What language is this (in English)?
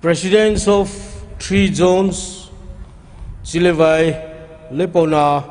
Poumei Naga